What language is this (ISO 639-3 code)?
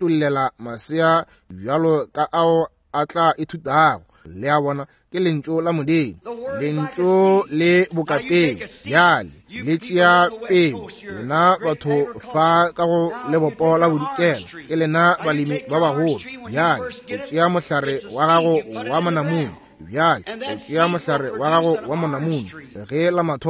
nso